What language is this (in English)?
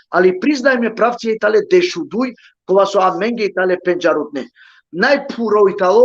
Balkan Romani